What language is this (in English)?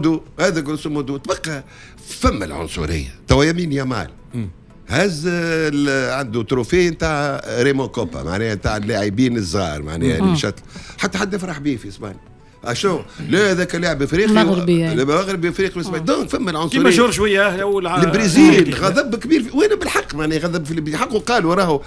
Tunisian Arabic